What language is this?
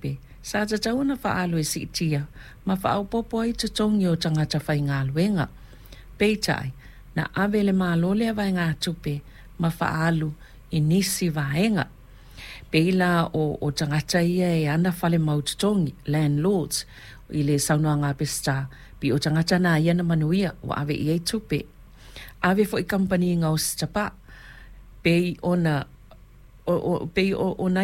Samoan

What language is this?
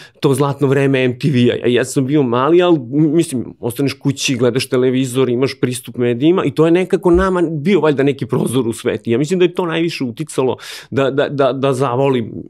Serbian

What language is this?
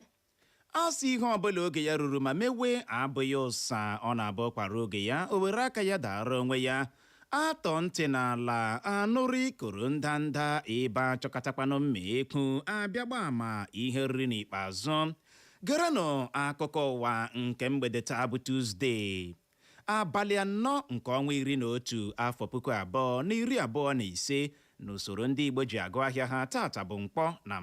Igbo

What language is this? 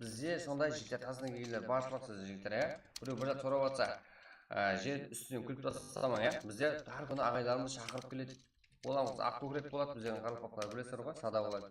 Kara-Kalpak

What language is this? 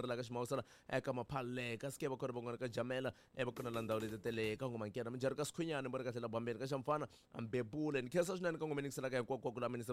Tsonga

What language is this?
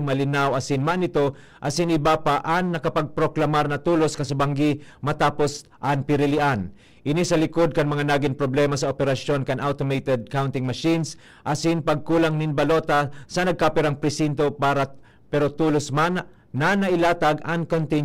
Bikol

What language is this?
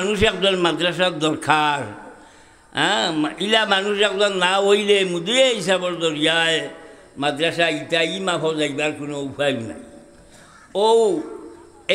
Sylheti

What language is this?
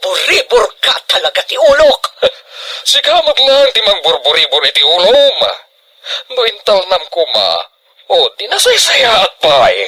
Iloko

